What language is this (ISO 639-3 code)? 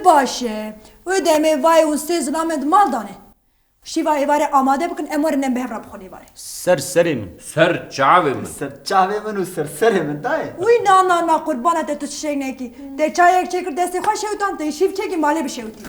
kur